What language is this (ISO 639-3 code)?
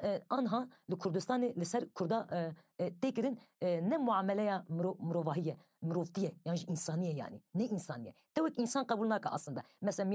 kur